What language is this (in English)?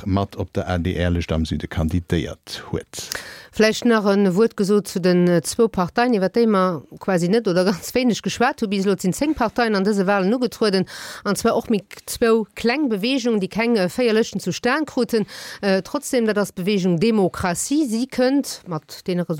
Luxembourgish